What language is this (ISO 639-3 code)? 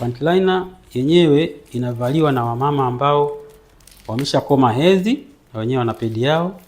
swa